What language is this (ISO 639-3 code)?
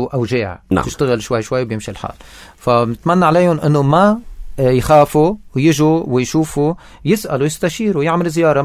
apc